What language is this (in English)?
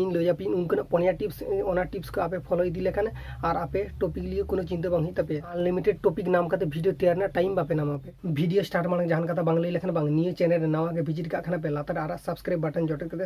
Santali